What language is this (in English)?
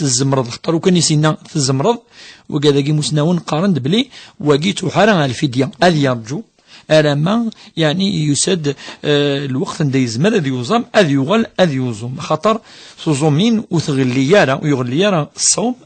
Kabyle